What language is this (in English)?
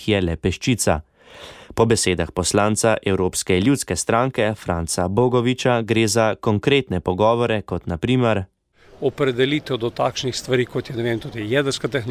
Slovenian